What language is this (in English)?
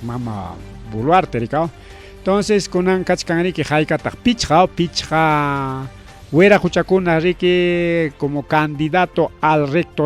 Ayacucho Quechua